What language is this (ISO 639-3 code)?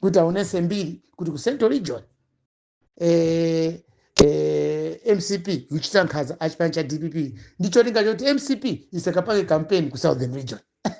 nya